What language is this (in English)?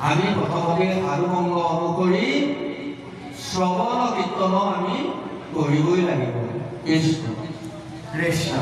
Assamese